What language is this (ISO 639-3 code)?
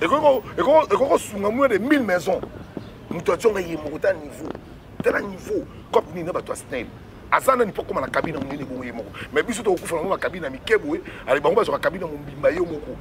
lin